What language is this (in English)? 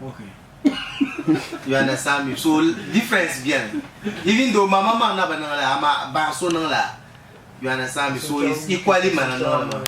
Dagbani